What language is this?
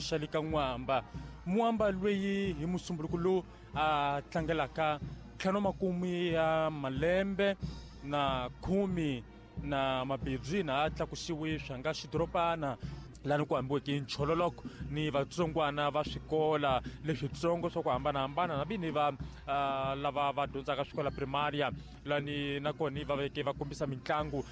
Tsonga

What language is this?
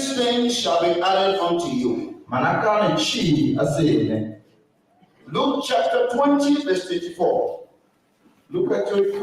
Tiv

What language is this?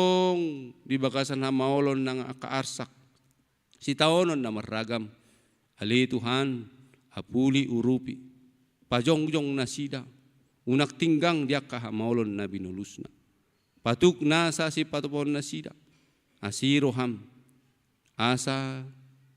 Batak Toba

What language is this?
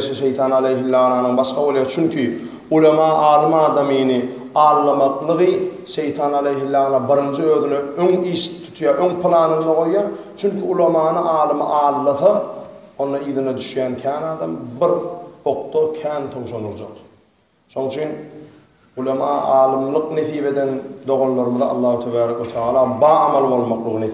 Turkmen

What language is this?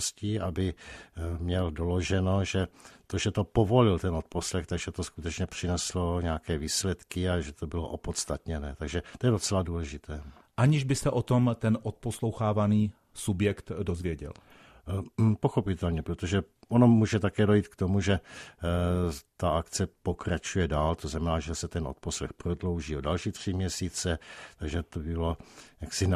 Czech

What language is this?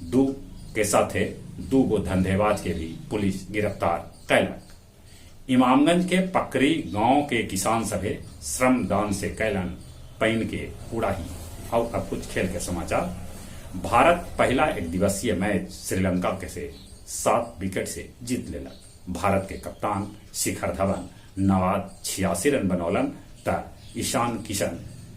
Magahi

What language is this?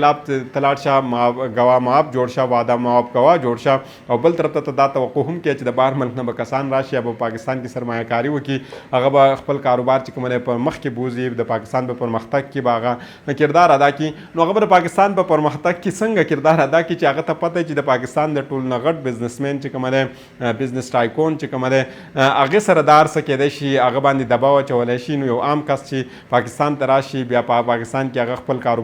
Pashto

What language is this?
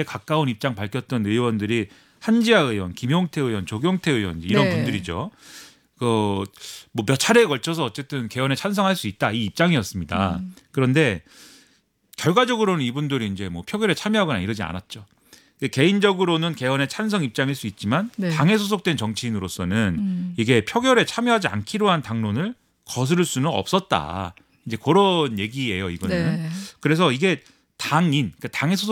Korean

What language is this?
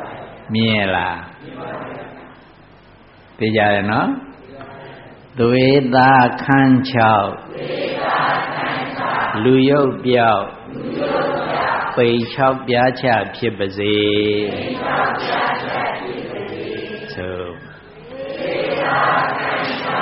Burmese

